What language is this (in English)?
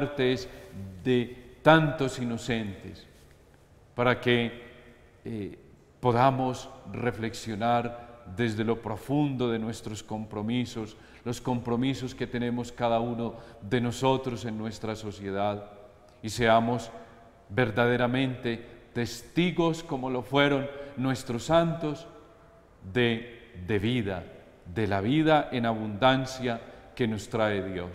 Spanish